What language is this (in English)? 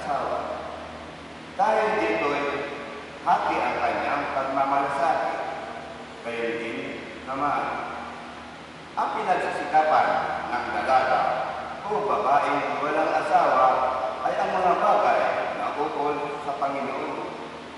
Filipino